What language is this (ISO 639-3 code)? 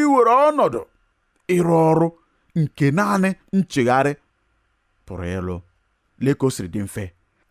ibo